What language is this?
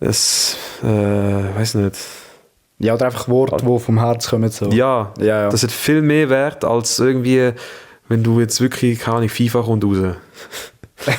Swiss German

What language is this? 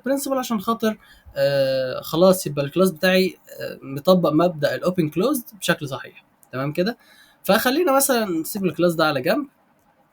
Egyptian Arabic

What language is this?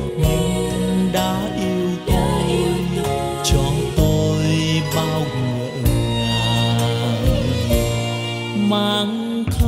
Vietnamese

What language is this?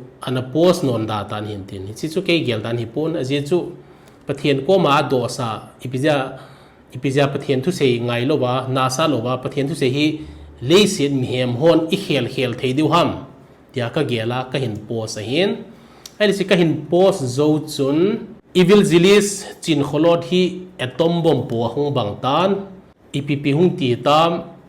Thado Chin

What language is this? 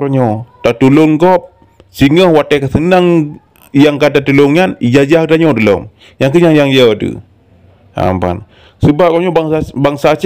Achinese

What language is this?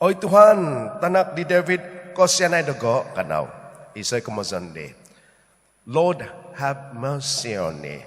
Central Dusun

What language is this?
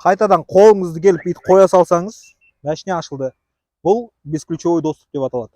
Kazakh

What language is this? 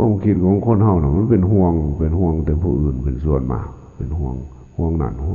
Lao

